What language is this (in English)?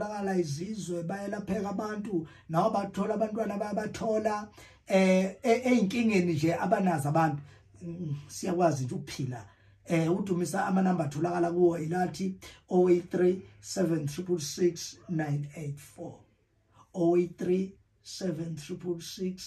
Zulu